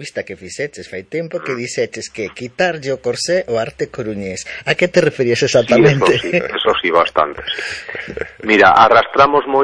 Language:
Galician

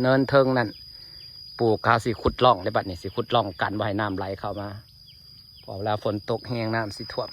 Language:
Northeastern Thai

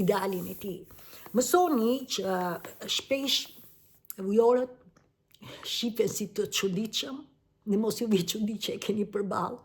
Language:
Albanian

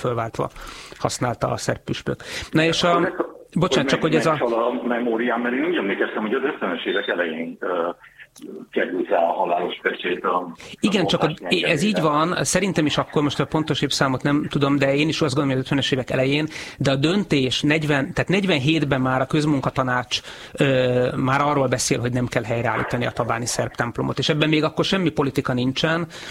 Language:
Hungarian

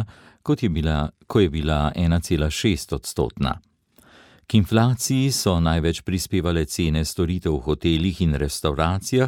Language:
Slovenian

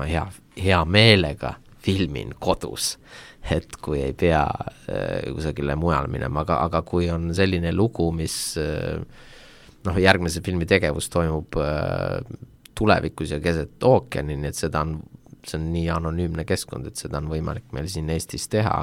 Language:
Estonian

